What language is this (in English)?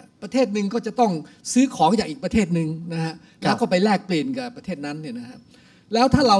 Thai